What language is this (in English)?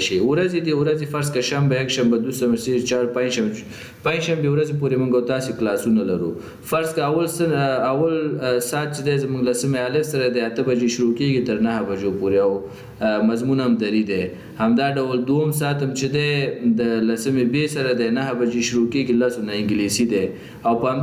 Pashto